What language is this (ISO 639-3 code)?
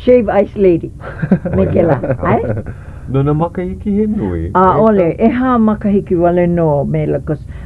haw